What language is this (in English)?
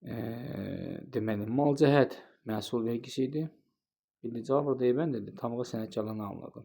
Azerbaijani